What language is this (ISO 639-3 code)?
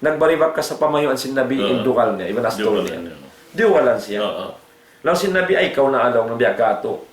tsg